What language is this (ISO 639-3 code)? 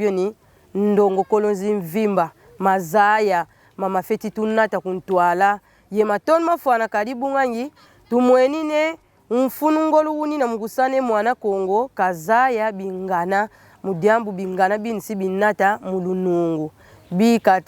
kon